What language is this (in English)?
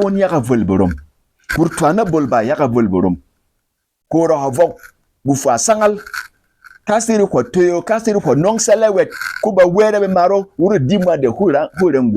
Berom